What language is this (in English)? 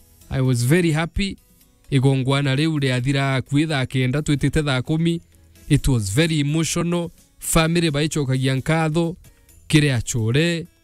Meru